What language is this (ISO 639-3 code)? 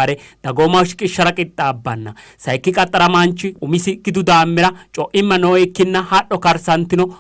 sid